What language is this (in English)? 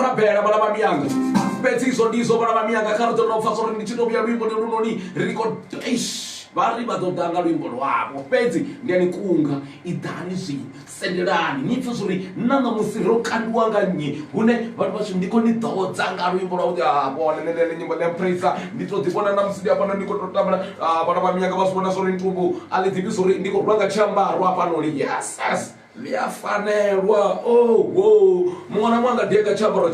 Venda